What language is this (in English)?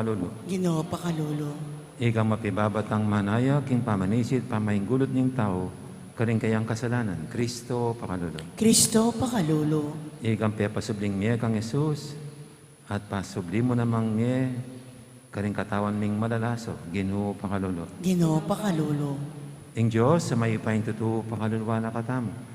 Pampanga